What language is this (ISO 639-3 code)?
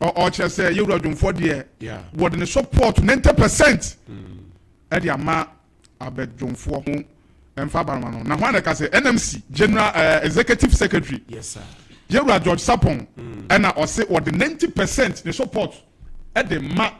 aka